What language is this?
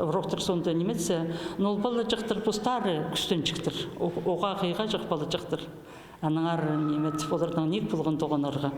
Khakas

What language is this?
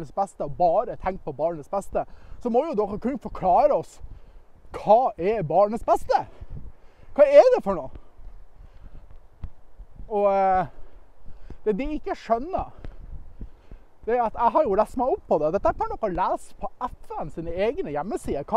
Norwegian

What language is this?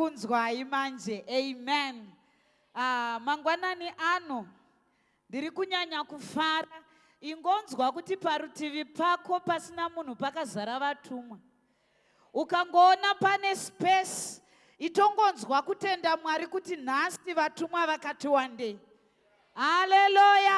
Shona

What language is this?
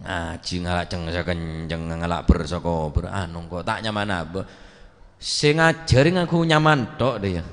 Madurese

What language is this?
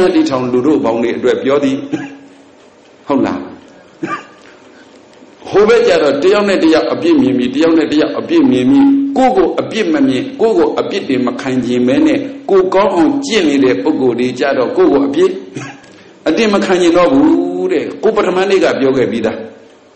Burmese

